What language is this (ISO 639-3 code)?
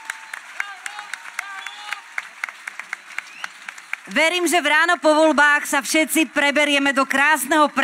slk